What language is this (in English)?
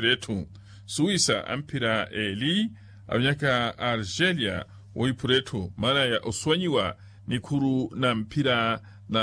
Makhuwa